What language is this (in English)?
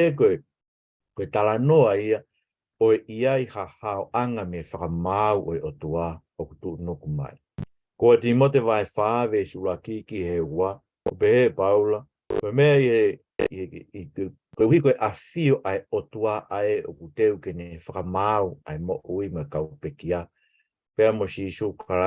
Tongan